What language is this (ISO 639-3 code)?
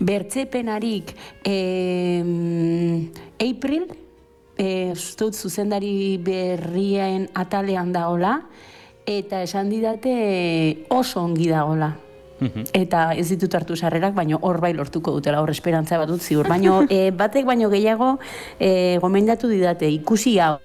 eus